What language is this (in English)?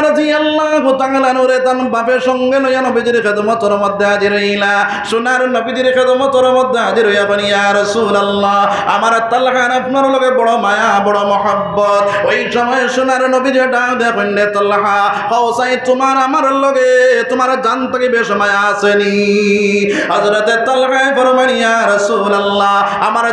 Sylheti